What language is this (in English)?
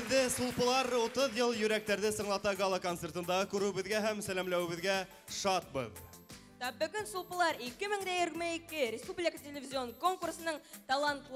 Bashkir